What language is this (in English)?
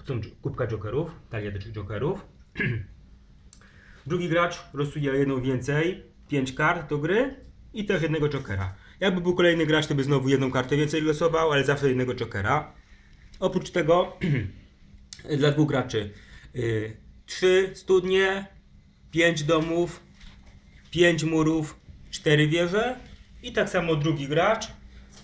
Polish